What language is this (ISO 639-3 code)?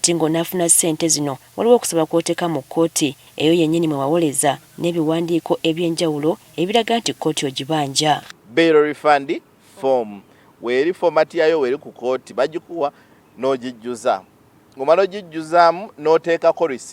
lug